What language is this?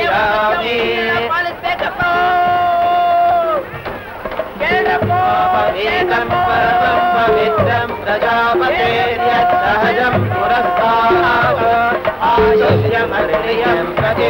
Kannada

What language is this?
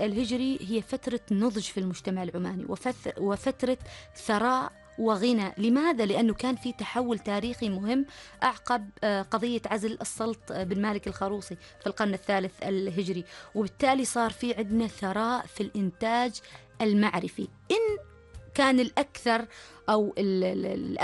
Arabic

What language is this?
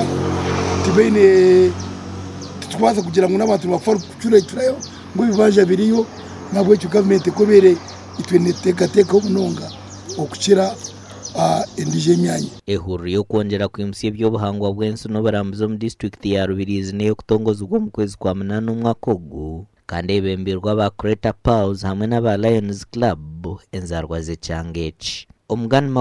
Nyankole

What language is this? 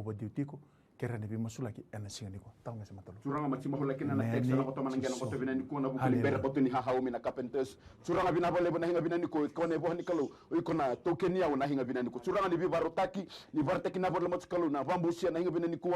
Fijian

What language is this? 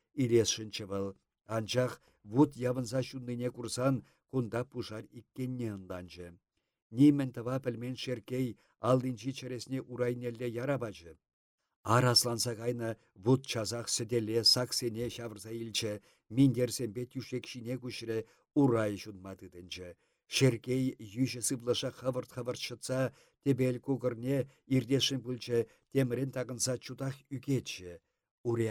Chuvash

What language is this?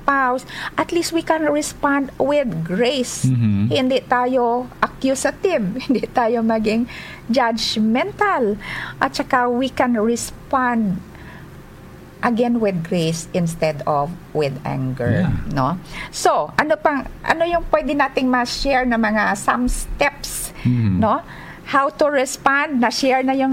Filipino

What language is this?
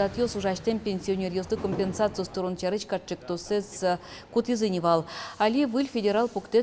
Udmurt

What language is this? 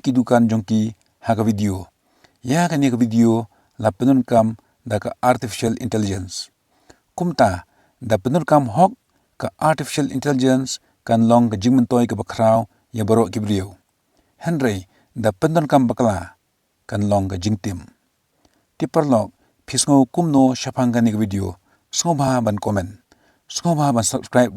Khasi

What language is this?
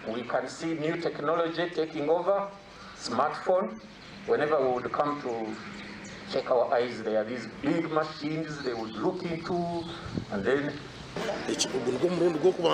Nyankole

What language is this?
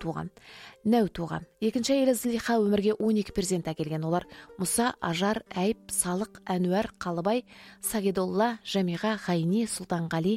Kazakh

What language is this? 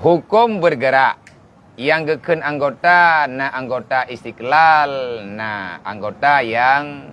Achinese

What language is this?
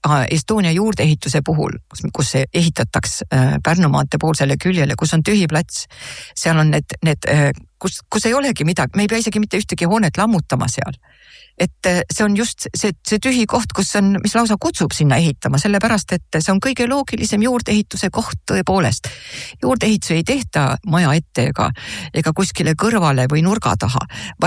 Estonian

